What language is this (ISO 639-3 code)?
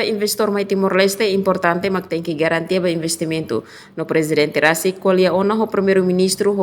tet